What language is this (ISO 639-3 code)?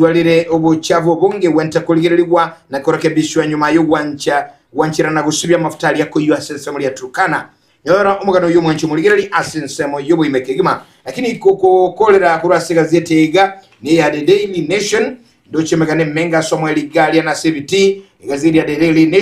guz